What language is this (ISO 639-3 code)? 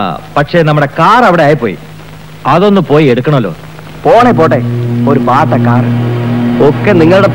mal